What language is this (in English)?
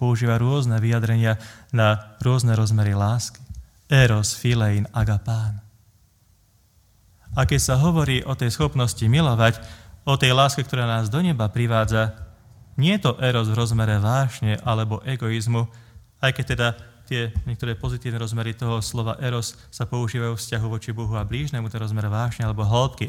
Slovak